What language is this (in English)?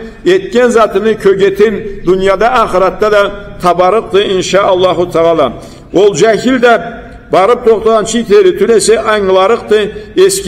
Karachay-Balkar